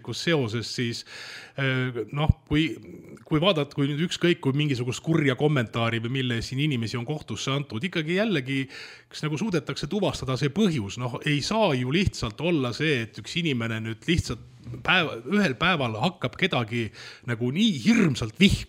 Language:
Estonian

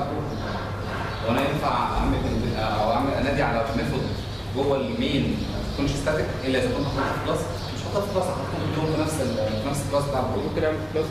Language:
Egyptian Arabic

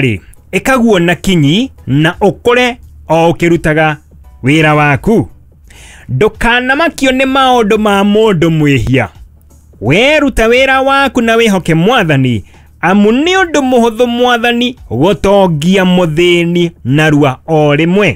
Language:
Kikuyu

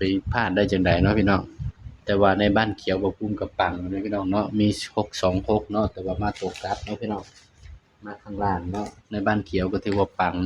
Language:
Northeastern Thai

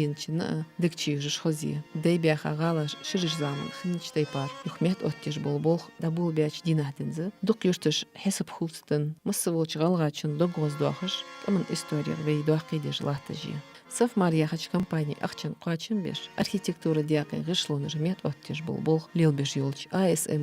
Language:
Ingush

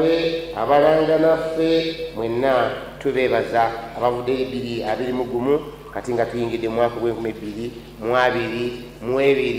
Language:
Ganda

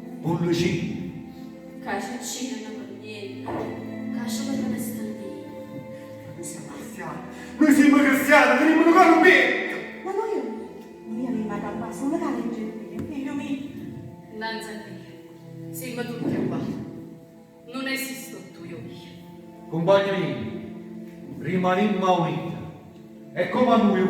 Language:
Neapolitan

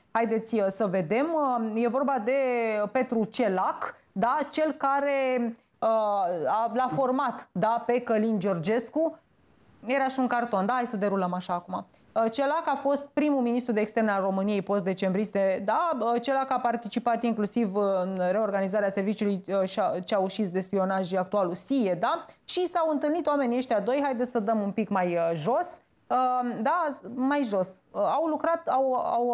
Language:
Romanian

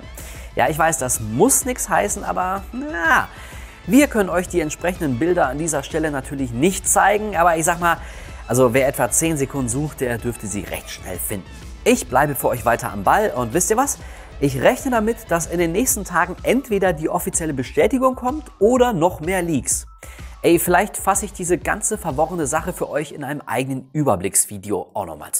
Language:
German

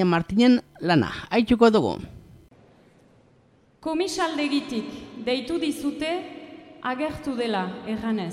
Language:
Basque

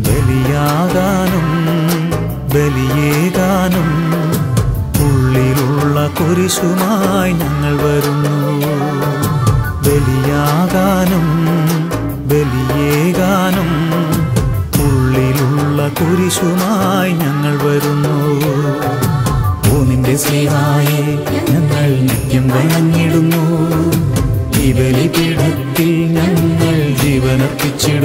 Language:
Malayalam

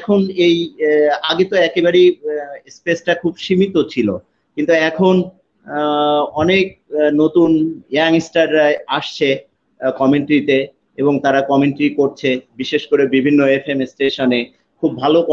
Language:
Bangla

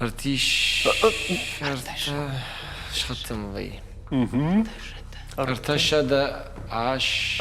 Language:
Ossetic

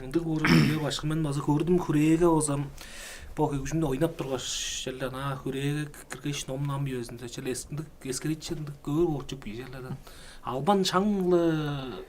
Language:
Tuvinian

